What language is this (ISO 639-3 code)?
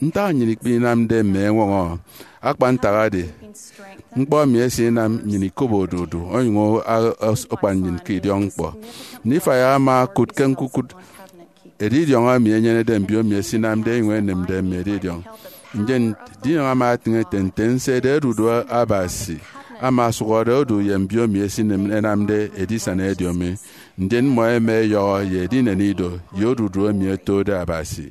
efi